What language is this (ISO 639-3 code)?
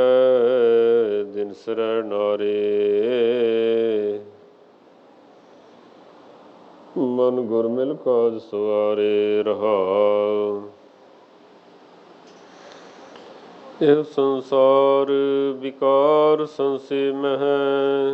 pan